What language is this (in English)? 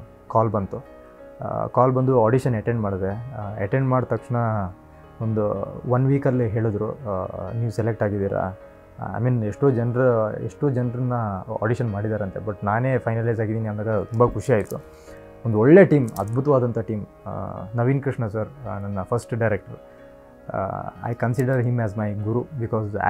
Kannada